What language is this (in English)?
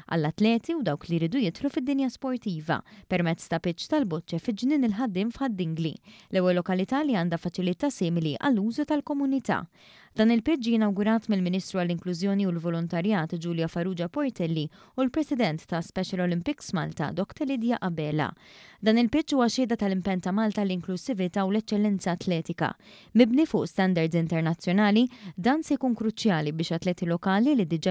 Maltese